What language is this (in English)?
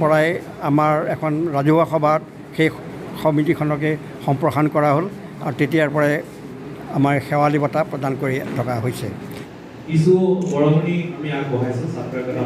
Assamese